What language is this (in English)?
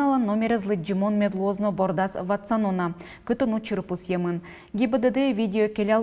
Udmurt